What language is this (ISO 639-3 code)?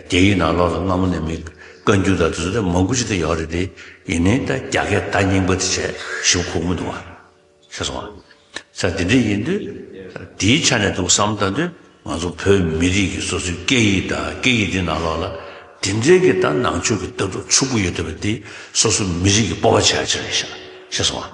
bod